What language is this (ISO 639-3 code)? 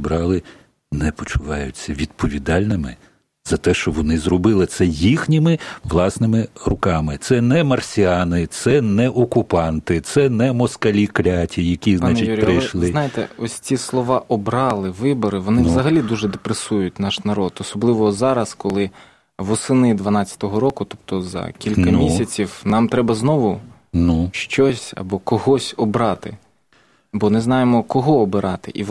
ukr